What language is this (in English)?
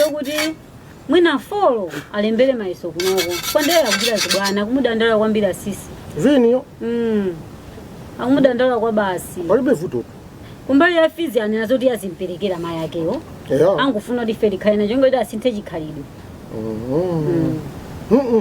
Nyanja